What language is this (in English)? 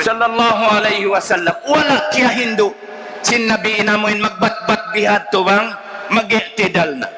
Tausug